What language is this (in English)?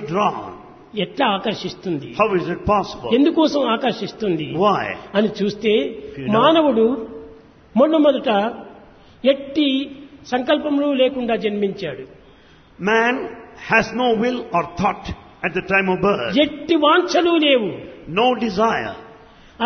Telugu